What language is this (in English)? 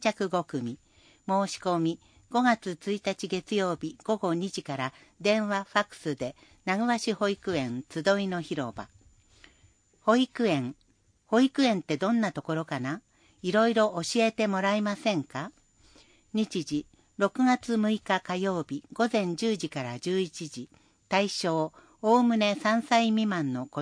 Japanese